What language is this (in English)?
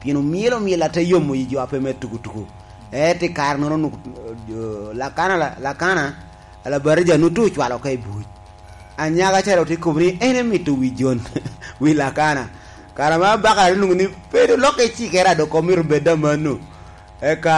Lango (Uganda)